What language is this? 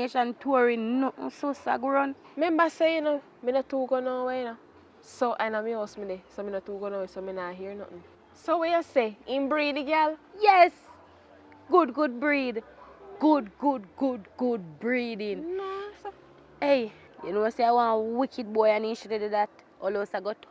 Jamaican Creole English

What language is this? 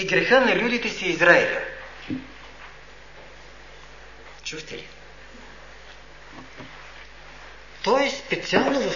Bulgarian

